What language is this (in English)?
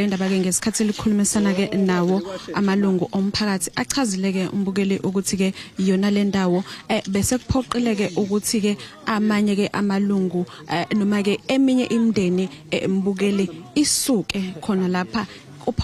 Zulu